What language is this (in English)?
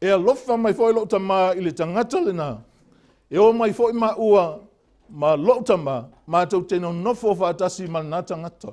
Samoan